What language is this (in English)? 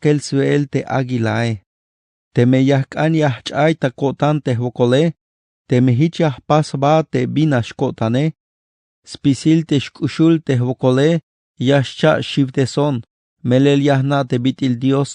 Tzeltal